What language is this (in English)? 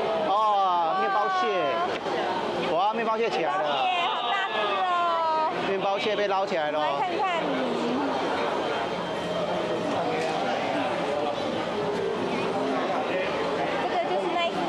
Chinese